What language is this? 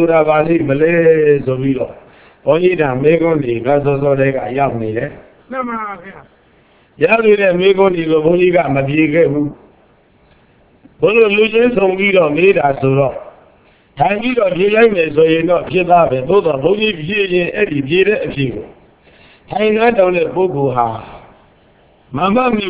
Burmese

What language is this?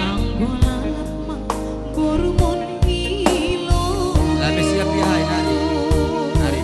Batak Simalungun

